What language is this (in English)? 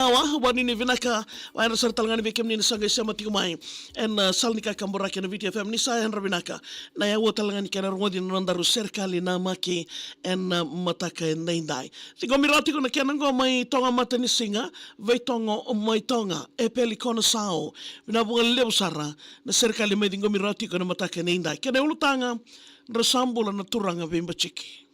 Fijian